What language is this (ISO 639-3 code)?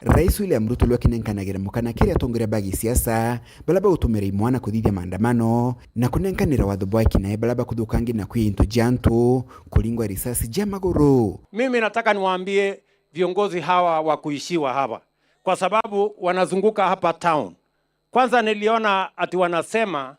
mer